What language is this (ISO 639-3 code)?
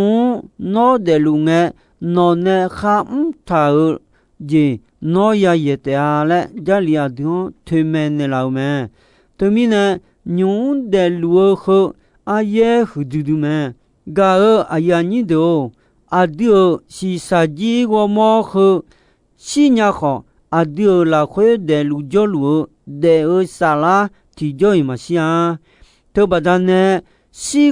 ahk